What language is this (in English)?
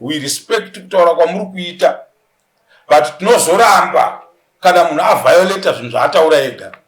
Shona